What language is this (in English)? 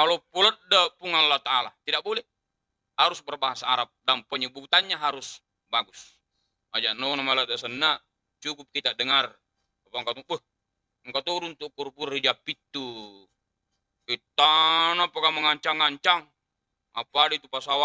Buginese